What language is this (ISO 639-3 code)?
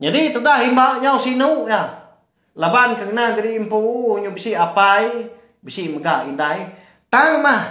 iba